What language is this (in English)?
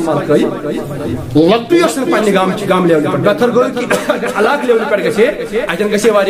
Kashmiri